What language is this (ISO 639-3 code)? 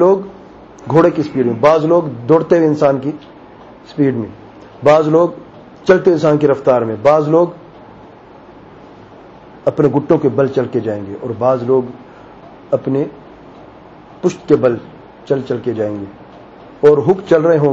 urd